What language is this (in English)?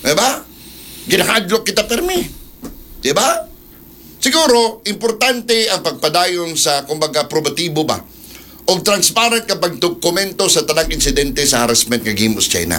Cebuano